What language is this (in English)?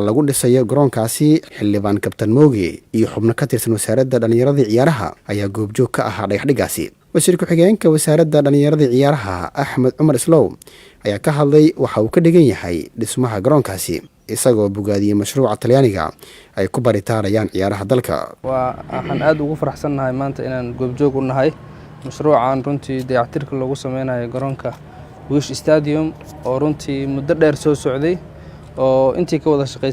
Somali